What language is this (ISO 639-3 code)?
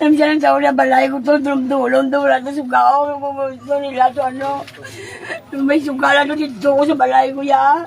hil